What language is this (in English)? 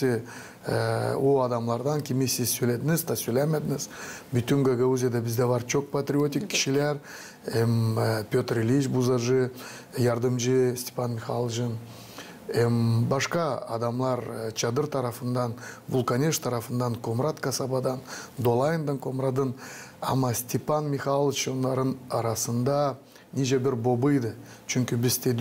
Gagauz